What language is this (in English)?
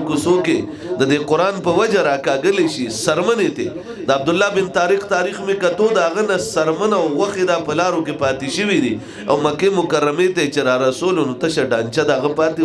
Pashto